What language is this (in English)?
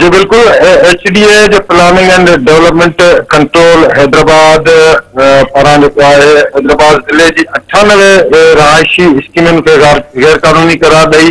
Sindhi